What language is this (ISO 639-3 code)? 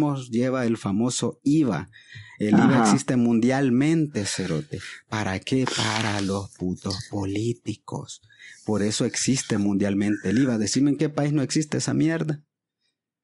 spa